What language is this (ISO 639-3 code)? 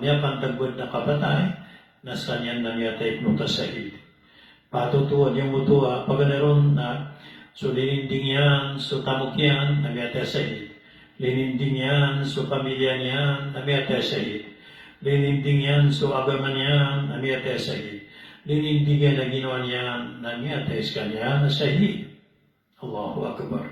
mrw